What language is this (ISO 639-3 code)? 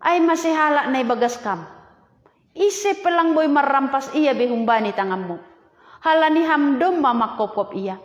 bts